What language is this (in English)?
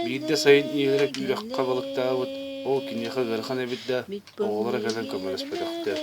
Yakut